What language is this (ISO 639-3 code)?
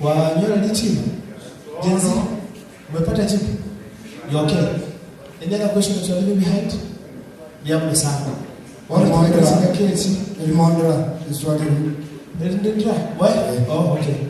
guz